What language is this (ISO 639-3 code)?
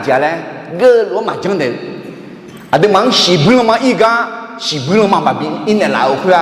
ahk